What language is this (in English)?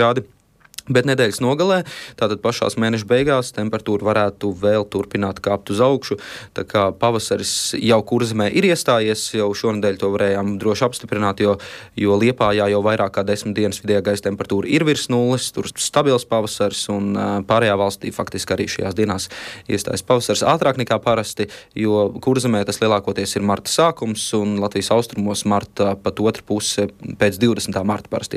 Latvian